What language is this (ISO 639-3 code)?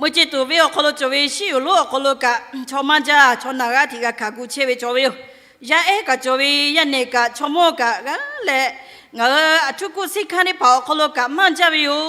lhu